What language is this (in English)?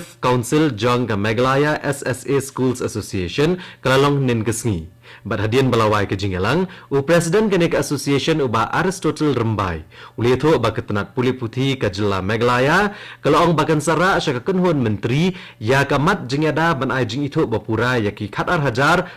Khasi